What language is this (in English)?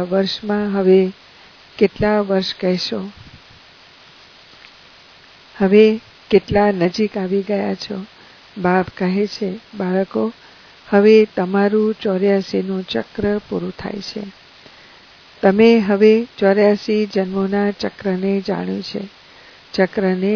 Gujarati